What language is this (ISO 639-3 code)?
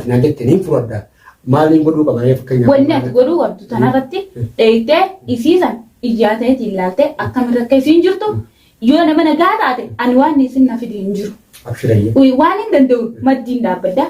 orm